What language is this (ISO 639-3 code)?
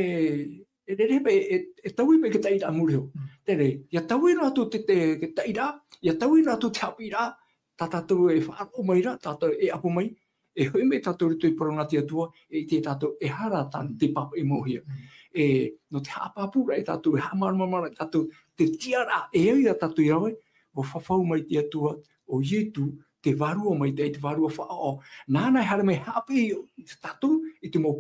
tah